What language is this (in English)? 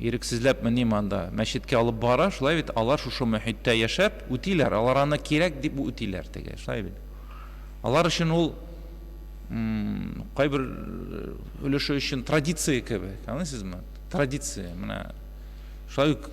Tatar